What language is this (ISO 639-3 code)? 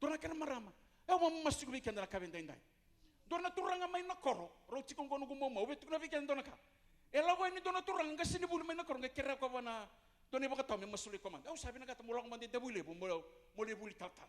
fij